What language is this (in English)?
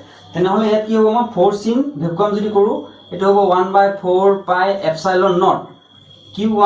Assamese